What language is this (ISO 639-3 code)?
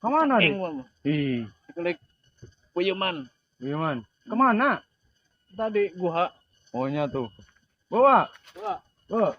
sun